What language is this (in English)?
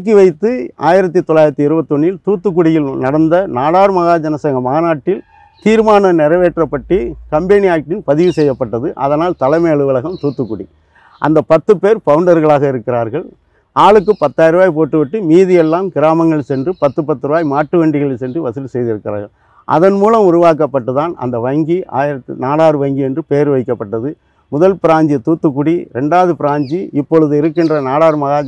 Tamil